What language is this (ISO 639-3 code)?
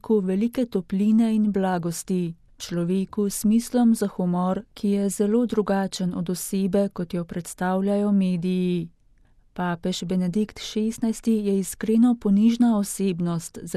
slv